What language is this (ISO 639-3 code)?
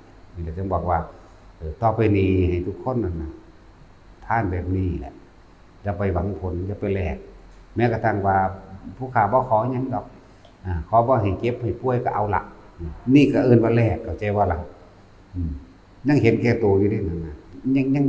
tts